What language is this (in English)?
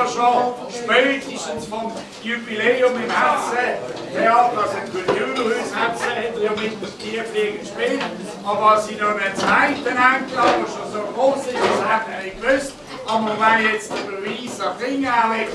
Swiss German